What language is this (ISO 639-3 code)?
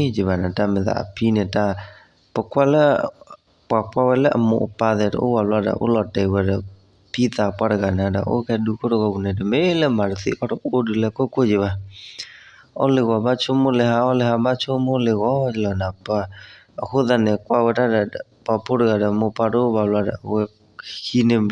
ksw